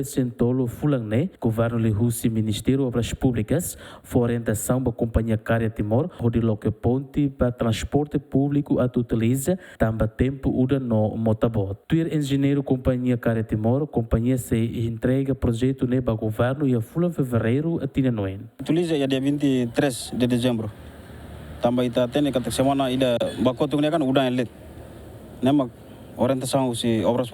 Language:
Tetum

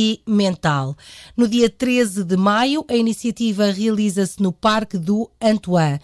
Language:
Portuguese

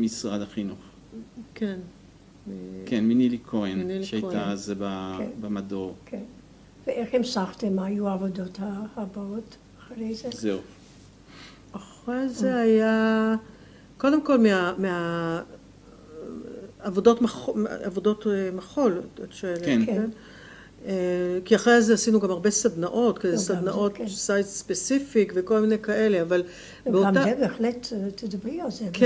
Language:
Hebrew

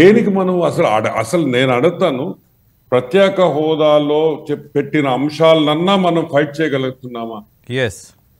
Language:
Telugu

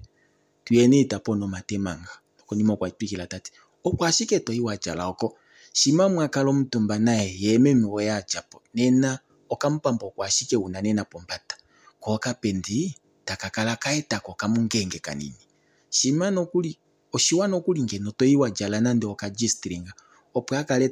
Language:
Kuanyama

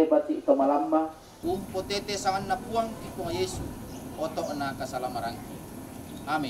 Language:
Toraja-Sa'dan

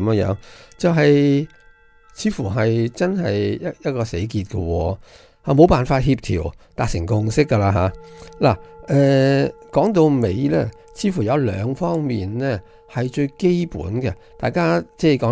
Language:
Cantonese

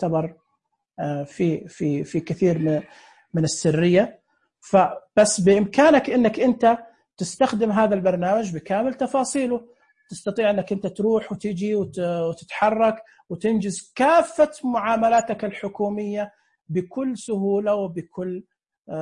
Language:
Najdi Arabic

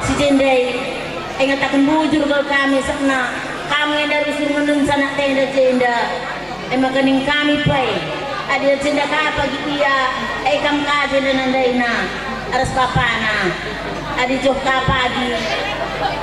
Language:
Batak Karo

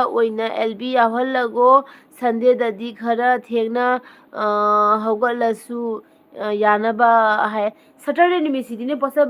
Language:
Manipuri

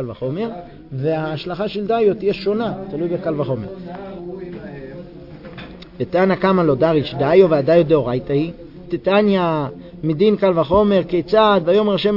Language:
Hebrew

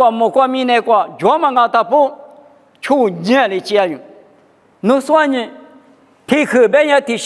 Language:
Lisu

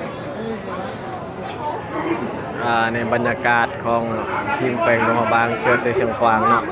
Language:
Lao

